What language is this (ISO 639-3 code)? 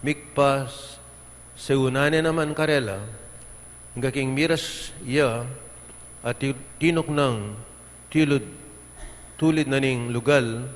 pam